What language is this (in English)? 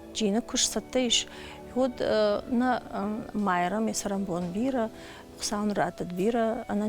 Ossetic